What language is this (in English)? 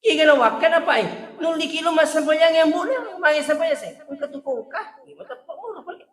Buginese